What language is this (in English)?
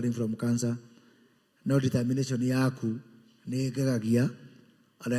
Kikuyu